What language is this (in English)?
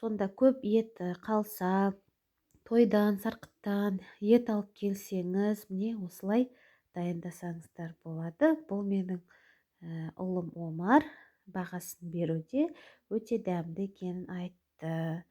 Kazakh